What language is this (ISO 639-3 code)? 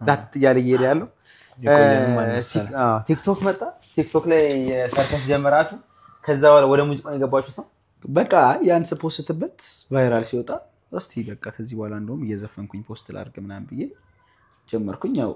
amh